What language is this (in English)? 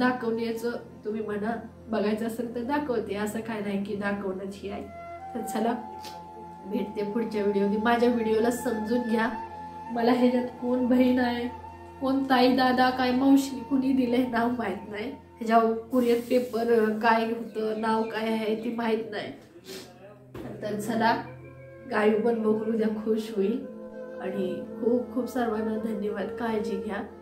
Marathi